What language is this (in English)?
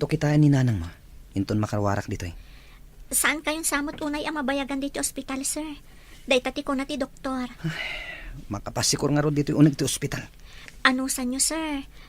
Iloko